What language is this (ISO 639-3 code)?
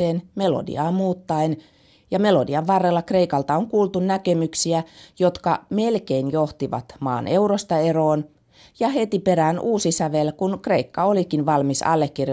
fin